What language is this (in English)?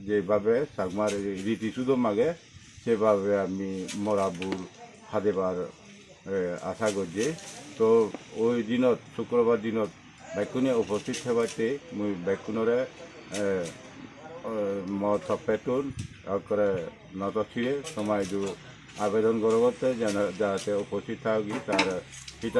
Chakma